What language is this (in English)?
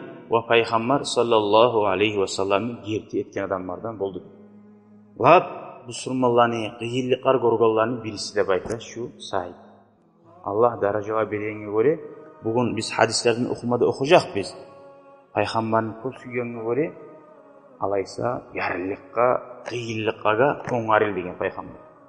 Kumyk